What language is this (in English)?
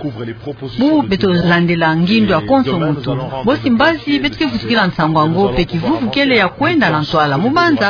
Kituba (Democratic Republic of Congo)